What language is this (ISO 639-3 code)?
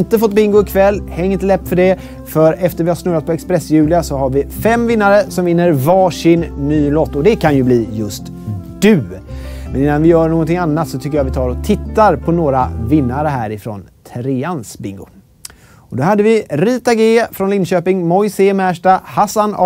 swe